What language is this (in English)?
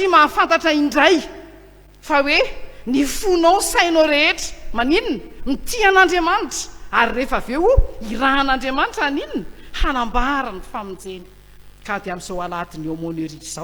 Malagasy